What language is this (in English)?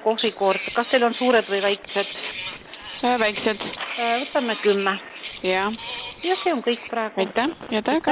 Estonian